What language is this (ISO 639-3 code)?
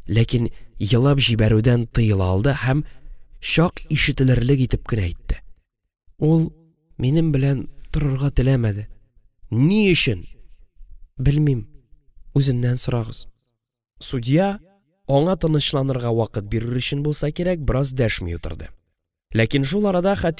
tat